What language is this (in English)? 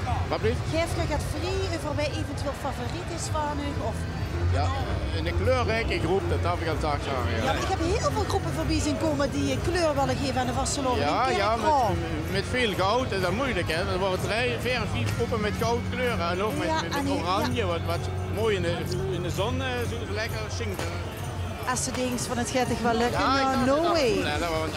Limburgish